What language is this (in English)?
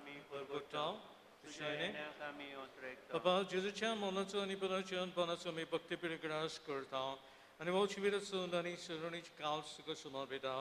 Konkani